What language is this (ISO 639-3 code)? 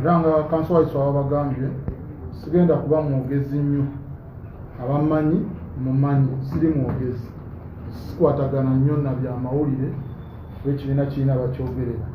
lug